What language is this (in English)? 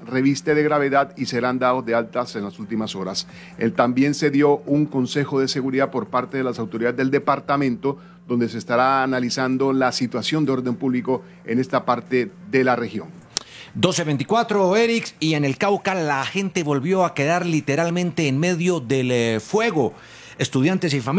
Spanish